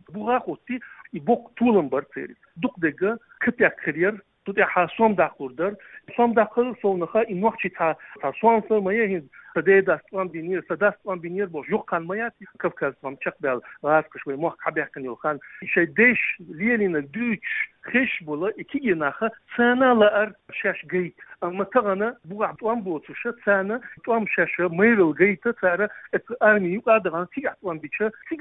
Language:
Chechen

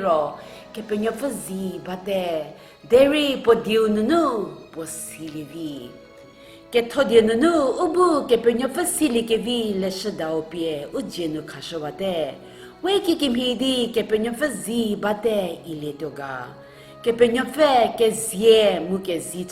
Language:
Angami Naga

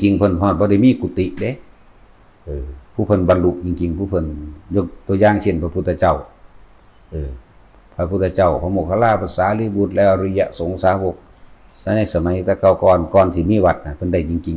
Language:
Northeastern Thai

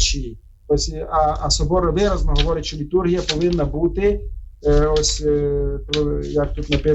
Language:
Ukrainian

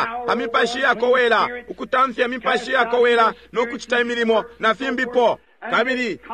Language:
Bemba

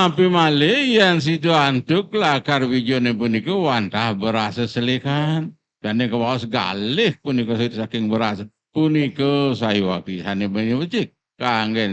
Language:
Balinese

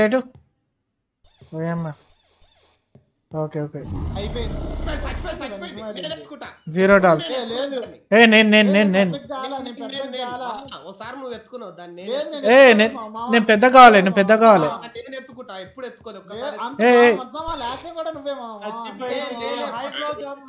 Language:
Telugu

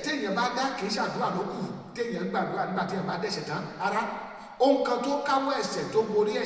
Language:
Yoruba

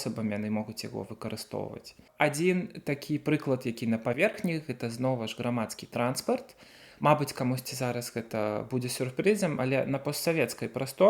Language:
Belarusian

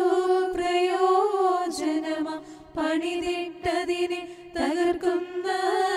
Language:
Malayalam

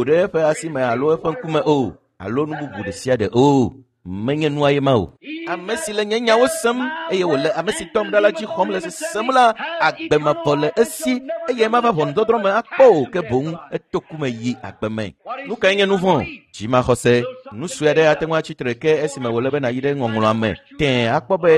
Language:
Ewe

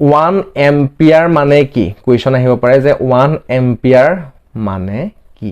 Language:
Assamese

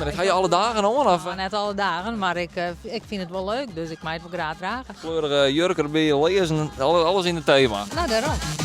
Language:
Western Frisian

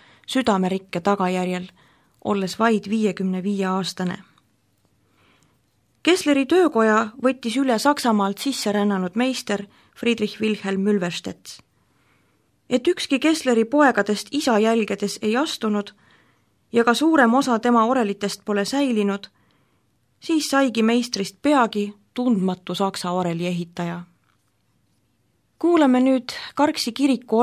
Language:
Estonian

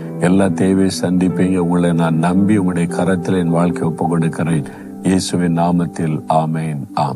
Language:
Tamil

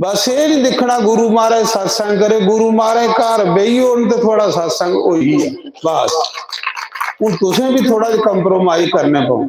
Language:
Dogri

